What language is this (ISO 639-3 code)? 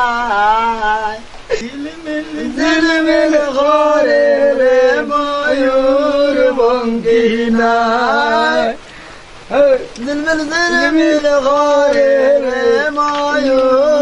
syl